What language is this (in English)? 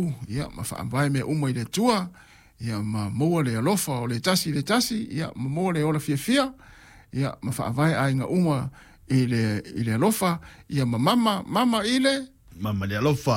Samoan